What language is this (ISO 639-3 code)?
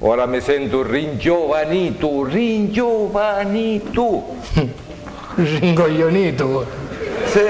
scn